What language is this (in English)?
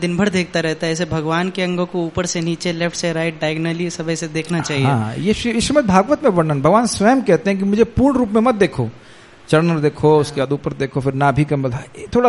Hindi